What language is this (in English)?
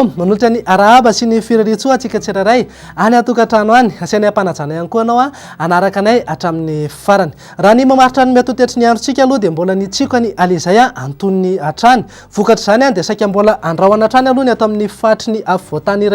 Malagasy